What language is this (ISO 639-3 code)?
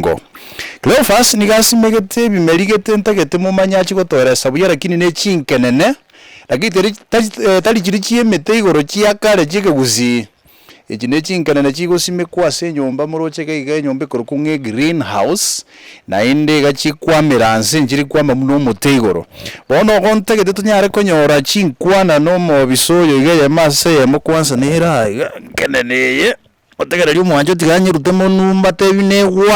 guz